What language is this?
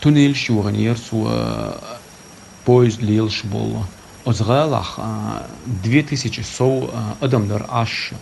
Chechen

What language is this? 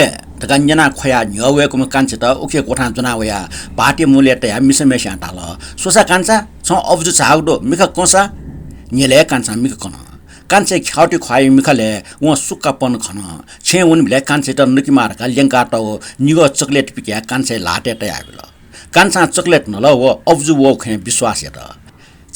Newari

